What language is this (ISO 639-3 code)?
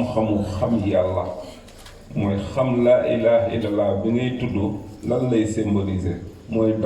wol